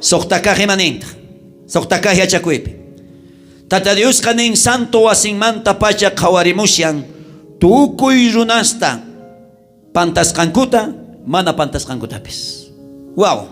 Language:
South Bolivian Quechua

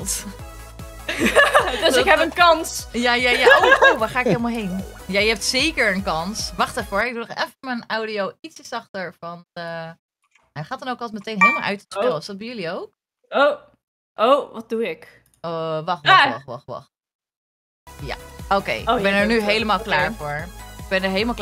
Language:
Dutch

